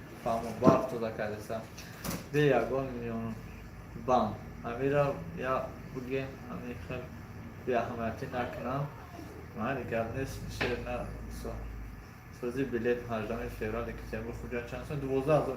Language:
Tajik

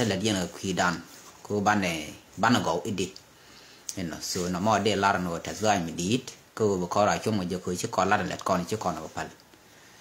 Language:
Nuer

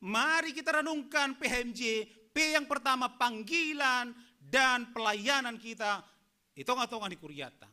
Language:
Batak Simalungun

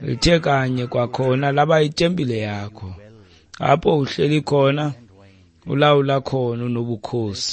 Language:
Xhosa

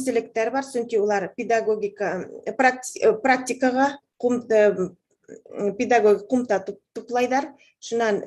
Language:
Bashkir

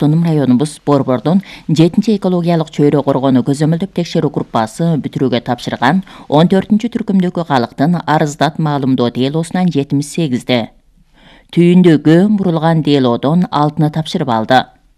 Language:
Kyrgyz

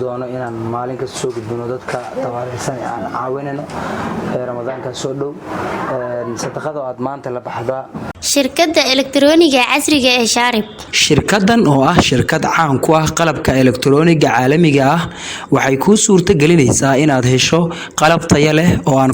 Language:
Somali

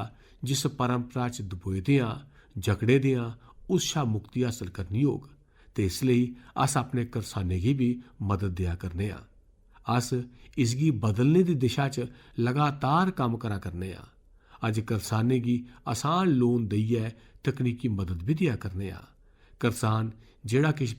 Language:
Dogri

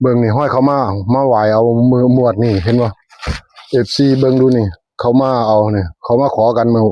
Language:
Northeastern Thai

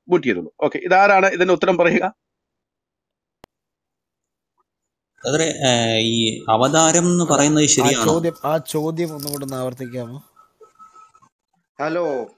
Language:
Malayalam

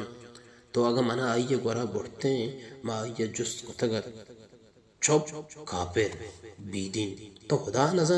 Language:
Baluchi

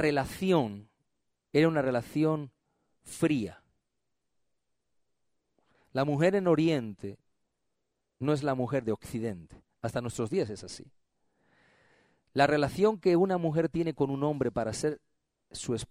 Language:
Spanish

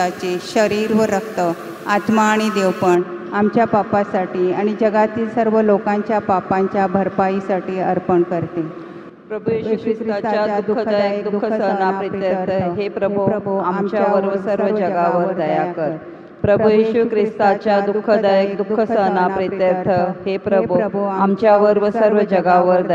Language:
Marathi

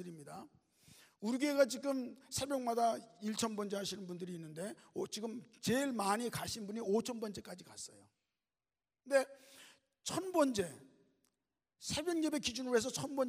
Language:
Korean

